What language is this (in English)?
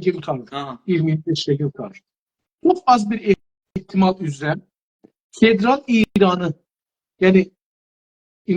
South Azerbaijani